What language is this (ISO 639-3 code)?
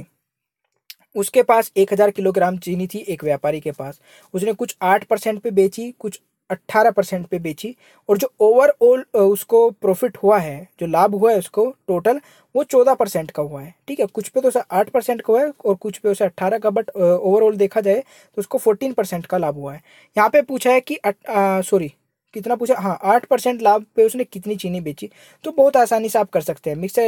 hin